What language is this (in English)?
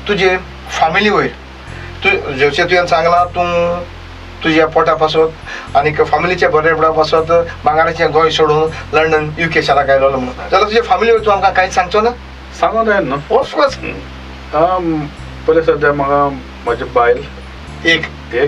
Konkani